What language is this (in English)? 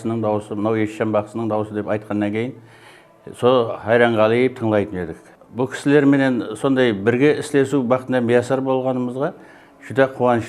Kara-Kalpak